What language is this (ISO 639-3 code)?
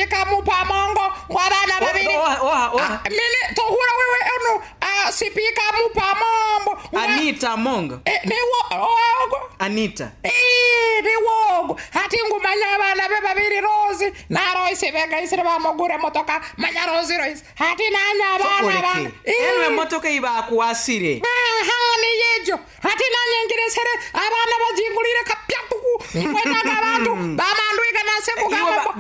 nyo